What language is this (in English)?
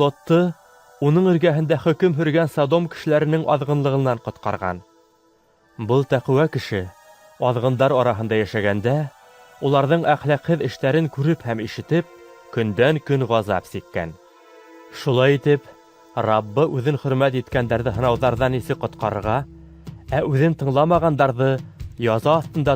Bashkir